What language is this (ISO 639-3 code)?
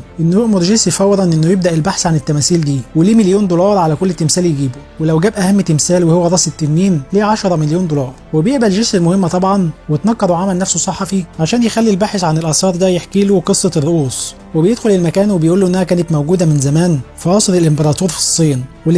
arz